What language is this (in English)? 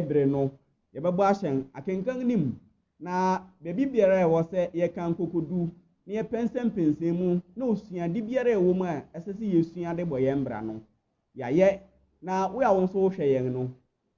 Akan